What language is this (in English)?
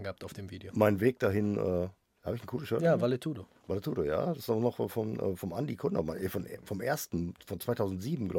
German